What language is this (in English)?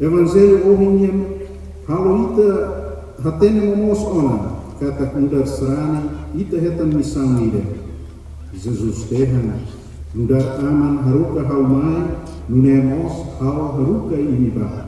Tetum